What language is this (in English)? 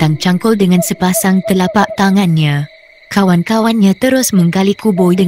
Malay